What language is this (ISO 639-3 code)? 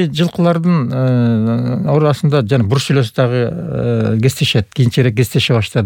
kir